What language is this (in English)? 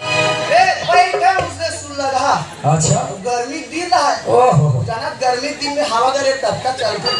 Chhattisgarhi